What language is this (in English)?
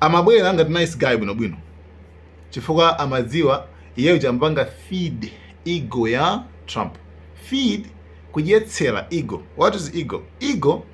Nyanja